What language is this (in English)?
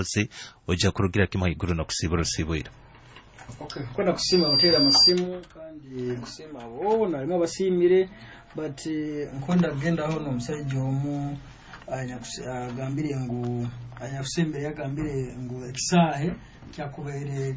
Nyoro